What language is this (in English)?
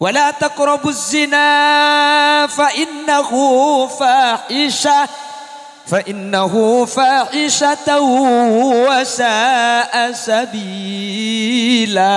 Madurese